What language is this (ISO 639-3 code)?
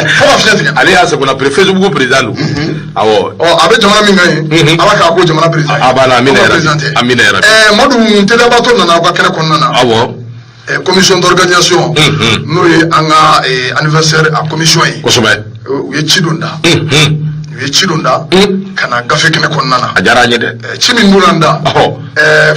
bam